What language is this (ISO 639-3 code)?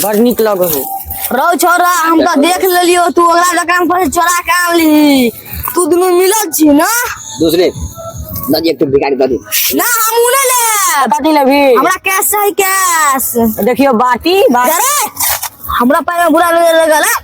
mai